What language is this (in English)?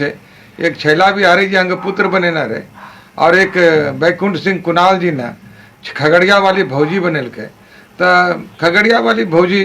Angika